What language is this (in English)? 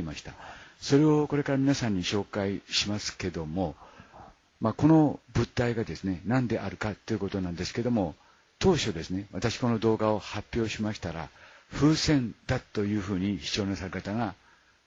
Japanese